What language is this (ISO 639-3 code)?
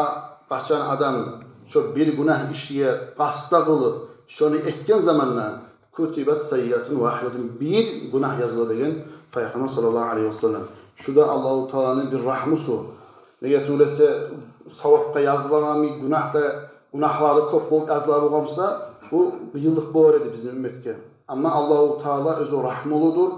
kum